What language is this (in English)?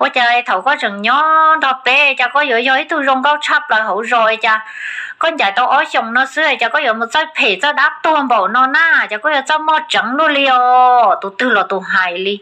Hmong